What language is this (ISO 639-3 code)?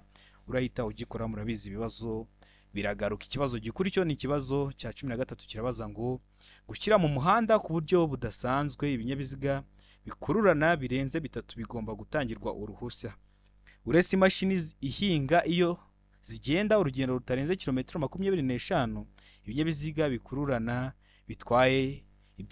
kin